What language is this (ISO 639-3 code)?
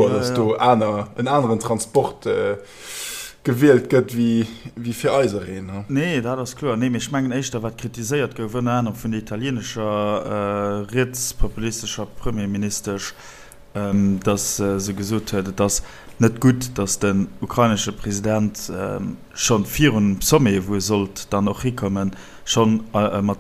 ltz